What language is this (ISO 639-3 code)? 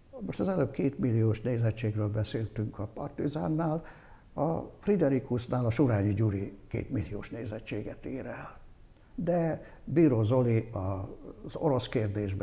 hun